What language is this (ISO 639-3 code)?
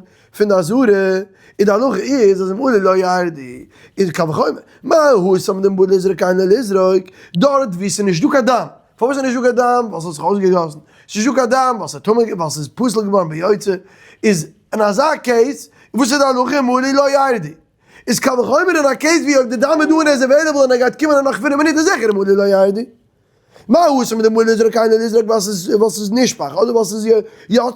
yid